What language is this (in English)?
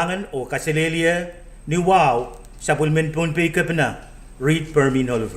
Pohnpeian